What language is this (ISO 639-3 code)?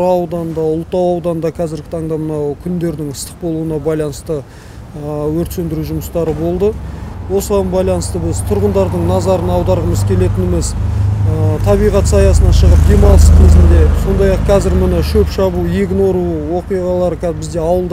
kaz